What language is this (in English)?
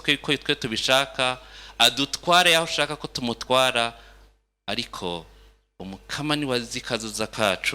Rundi